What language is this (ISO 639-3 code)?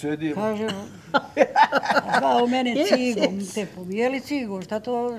srp